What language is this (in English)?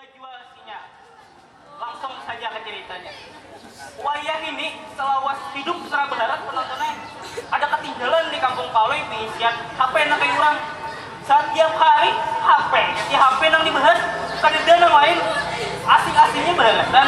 Banjar